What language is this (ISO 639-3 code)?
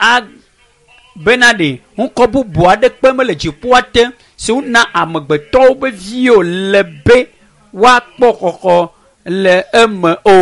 ewe